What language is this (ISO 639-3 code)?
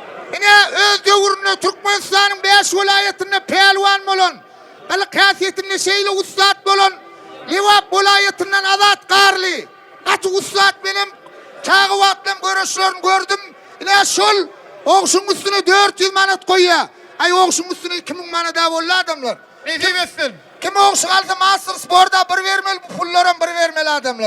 tuk